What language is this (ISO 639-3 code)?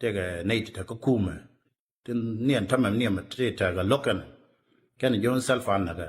nus